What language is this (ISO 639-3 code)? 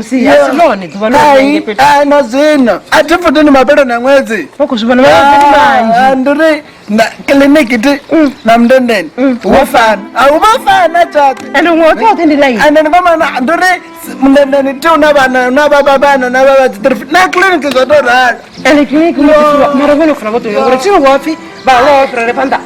ven